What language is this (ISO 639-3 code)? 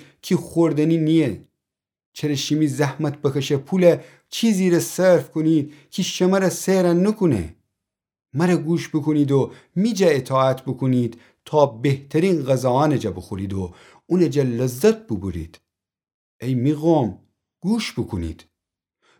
glk